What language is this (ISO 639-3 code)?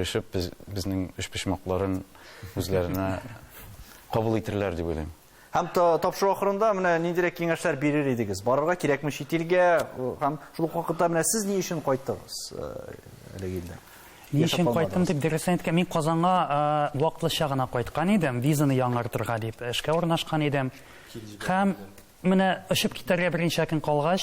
tat